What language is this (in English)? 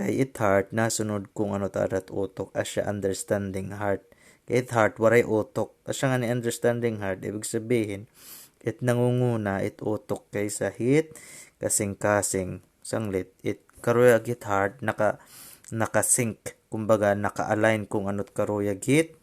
Waray